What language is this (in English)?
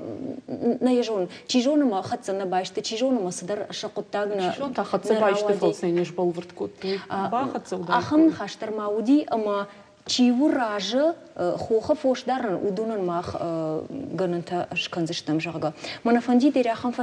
Ossetic